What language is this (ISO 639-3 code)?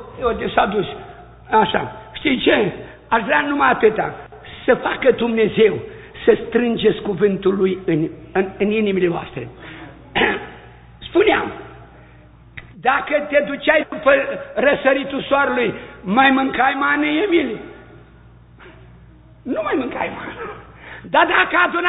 ron